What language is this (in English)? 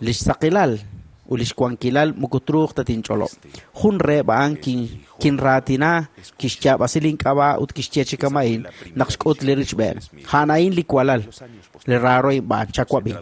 Kekchí